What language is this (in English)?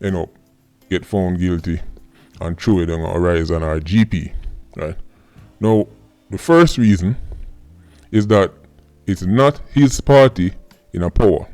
Jamaican Creole English